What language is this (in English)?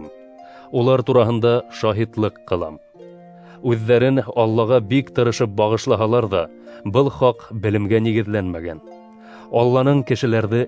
Bashkir